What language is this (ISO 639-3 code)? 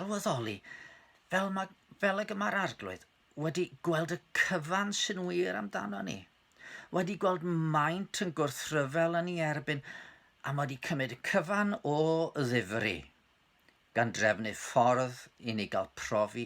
cym